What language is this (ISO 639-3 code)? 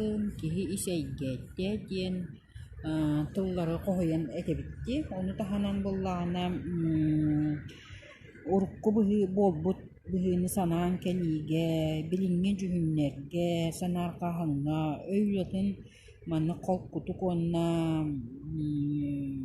sah